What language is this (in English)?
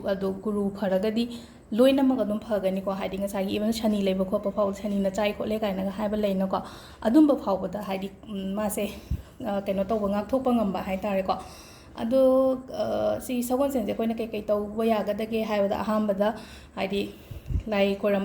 Manipuri